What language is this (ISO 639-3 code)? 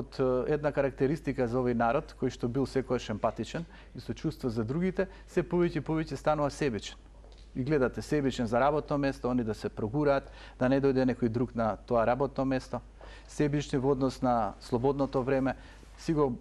mkd